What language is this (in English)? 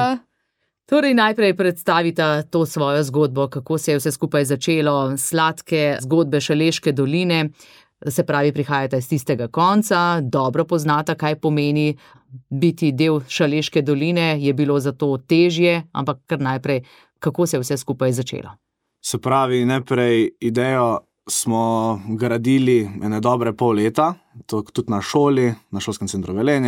Slovenian